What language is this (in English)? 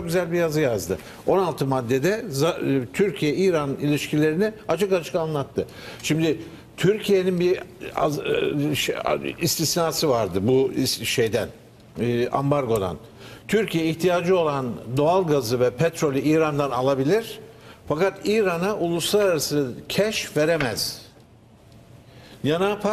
Turkish